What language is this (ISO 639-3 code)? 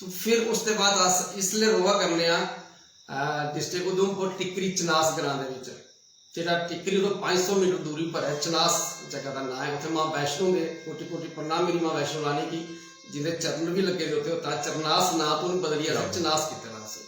doi